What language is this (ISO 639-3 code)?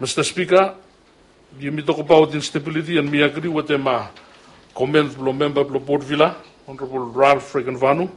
bis